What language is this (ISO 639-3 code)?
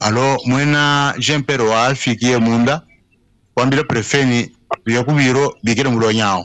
lua